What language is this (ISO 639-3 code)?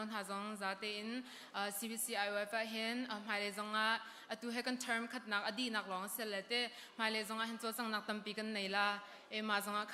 cnh